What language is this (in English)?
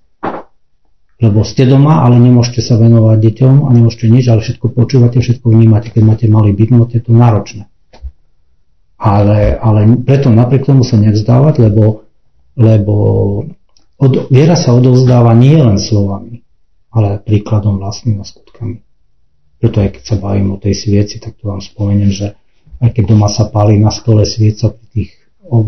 Slovak